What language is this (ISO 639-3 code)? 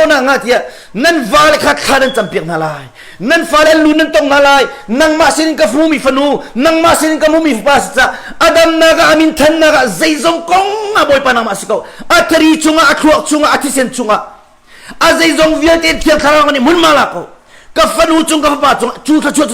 cnh